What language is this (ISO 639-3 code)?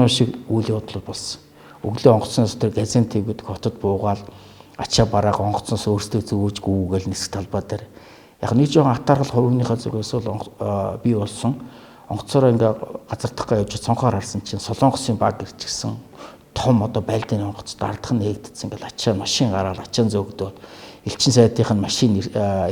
mon